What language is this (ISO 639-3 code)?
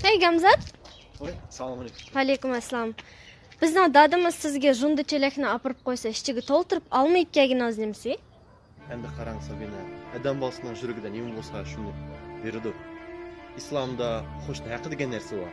uig